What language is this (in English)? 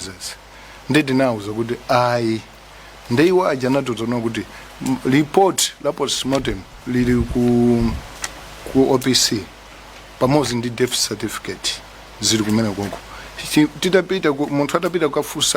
Nyanja